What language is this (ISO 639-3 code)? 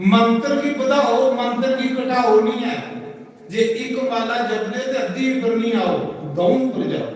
doi